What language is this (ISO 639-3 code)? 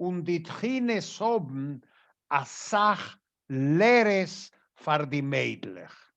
yid